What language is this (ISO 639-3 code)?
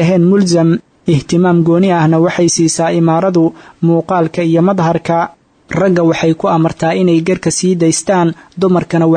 som